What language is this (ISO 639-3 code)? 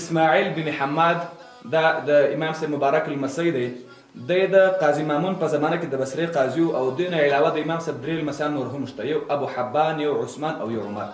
pus